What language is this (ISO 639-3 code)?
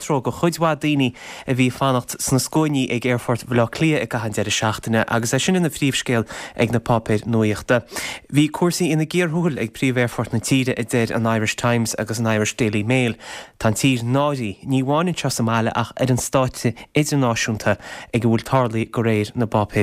gle